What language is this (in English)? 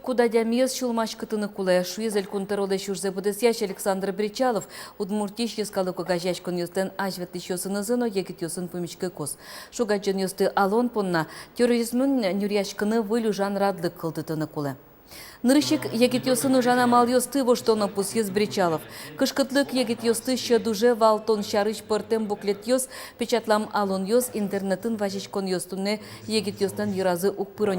Udmurt